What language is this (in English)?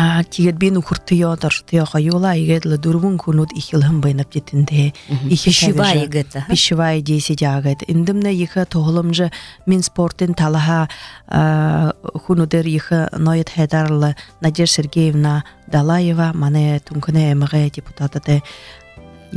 Buriat